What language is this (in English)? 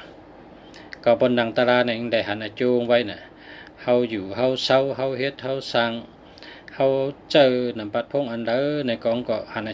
Shan